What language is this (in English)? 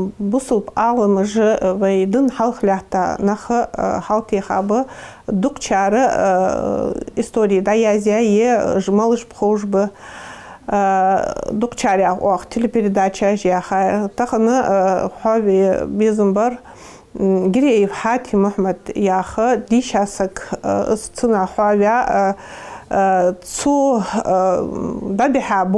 Ingush